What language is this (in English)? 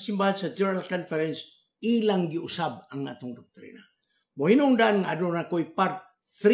Cebuano